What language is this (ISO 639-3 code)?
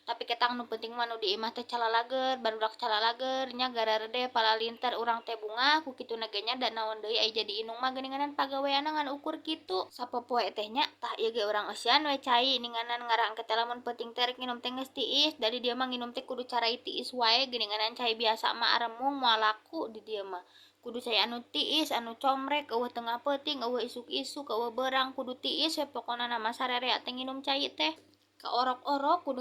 sun